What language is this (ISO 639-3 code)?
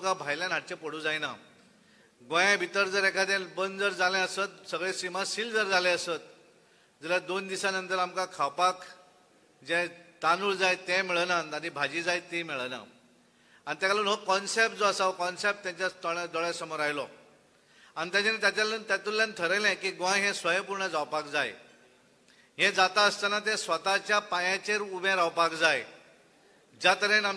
kok